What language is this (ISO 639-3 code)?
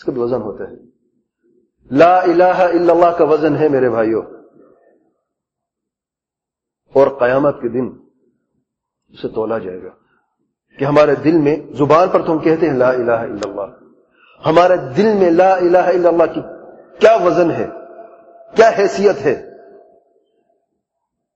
urd